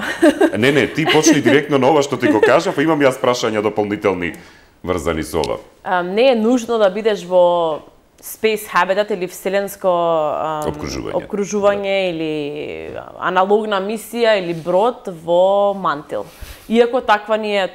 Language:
Macedonian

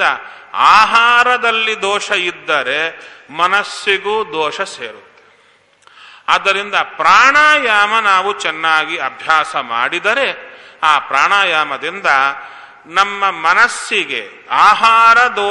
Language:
Kannada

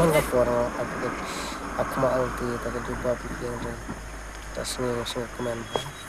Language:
Khasi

